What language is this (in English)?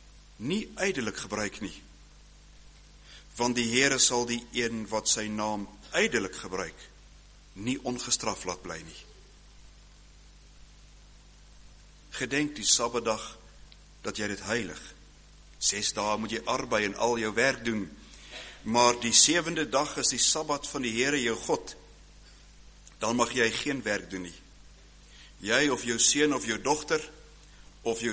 Afrikaans